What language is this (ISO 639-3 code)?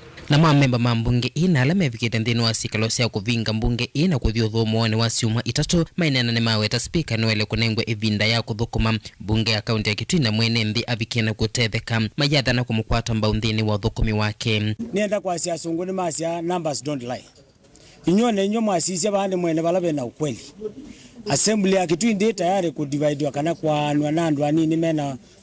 kam